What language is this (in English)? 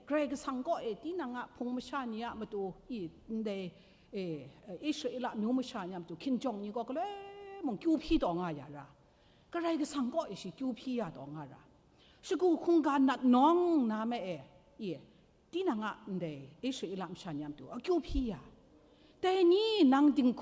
Kachin